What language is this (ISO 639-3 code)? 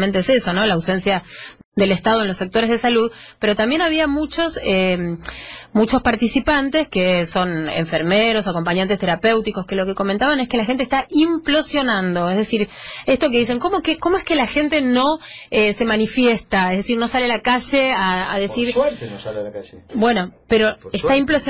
spa